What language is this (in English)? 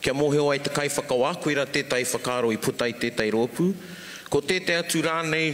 Māori